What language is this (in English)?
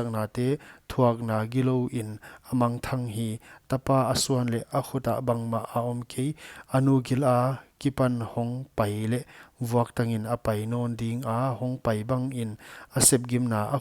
Paite Chin